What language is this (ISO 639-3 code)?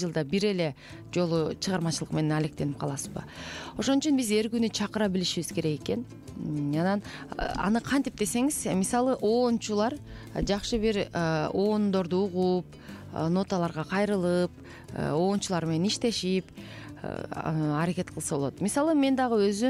kir